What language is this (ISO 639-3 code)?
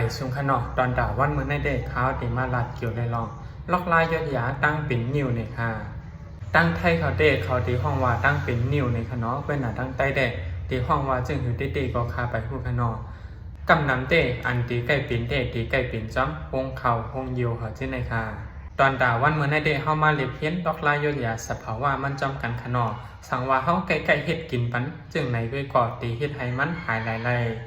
shn